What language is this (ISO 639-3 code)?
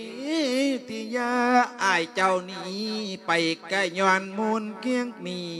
lao